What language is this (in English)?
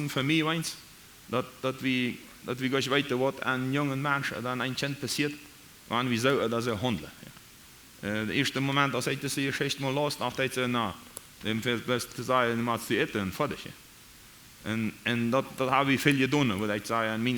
Plautdietsch